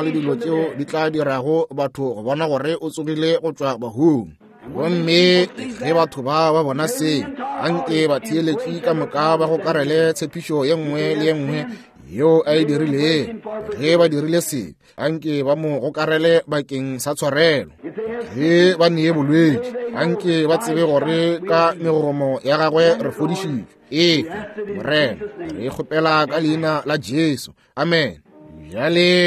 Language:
Northern Sotho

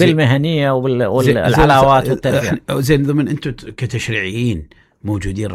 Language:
Mesopotamian Arabic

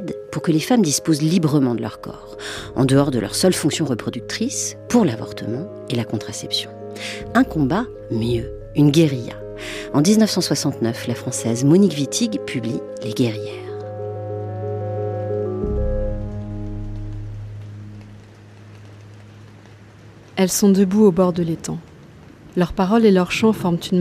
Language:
French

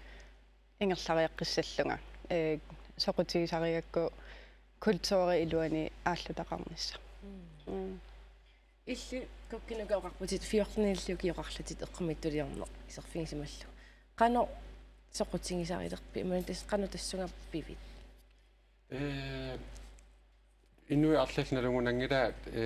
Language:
Kalaallisut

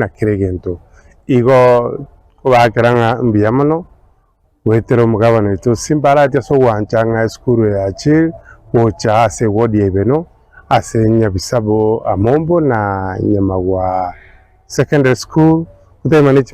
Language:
Gusii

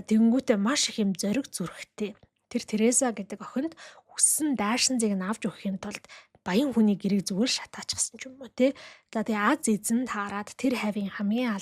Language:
Mongolian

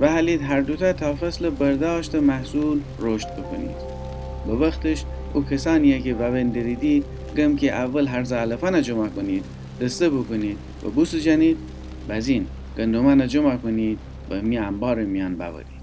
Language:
Gilaki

